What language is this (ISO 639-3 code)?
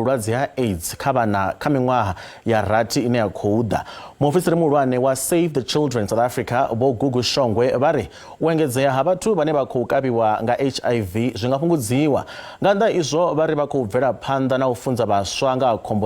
ven